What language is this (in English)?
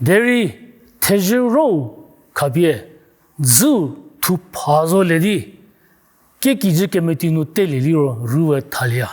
Angami Naga